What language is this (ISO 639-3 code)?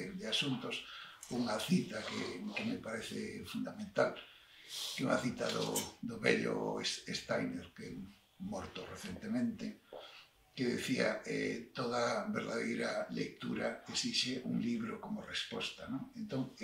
glg